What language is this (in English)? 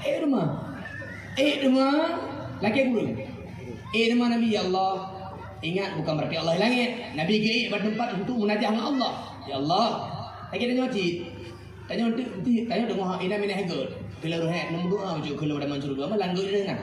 Achinese